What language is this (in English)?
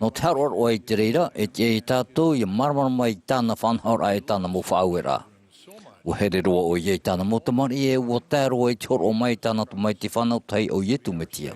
Tahitian